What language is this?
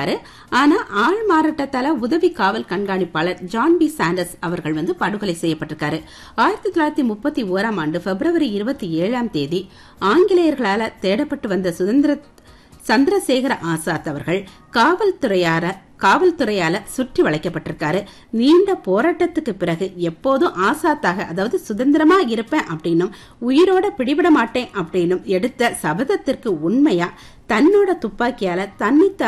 Tamil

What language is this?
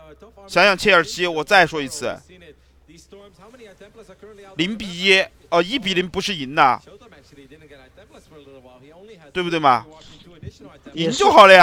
Chinese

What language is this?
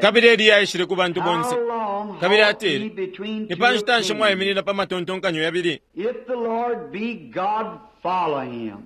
Bemba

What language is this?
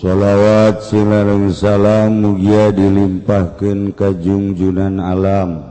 Sundanese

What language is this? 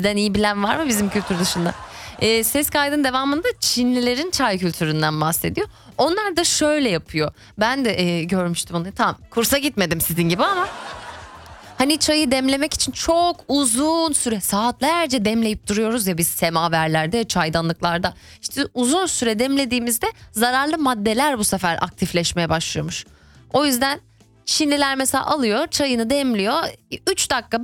Turkish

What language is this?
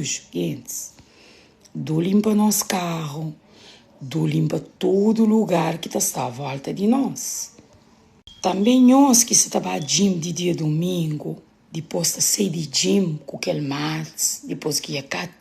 Kabuverdianu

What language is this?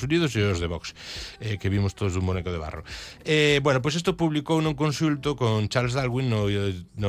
Galician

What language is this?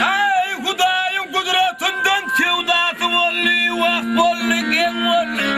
Turkmen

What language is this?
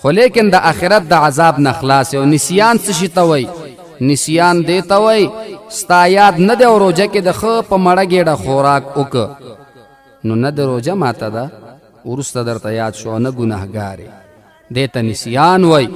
Pashto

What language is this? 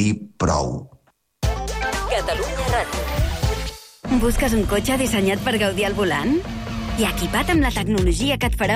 Catalan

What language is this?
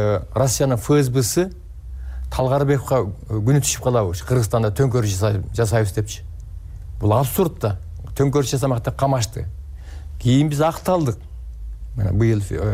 Kyrgyz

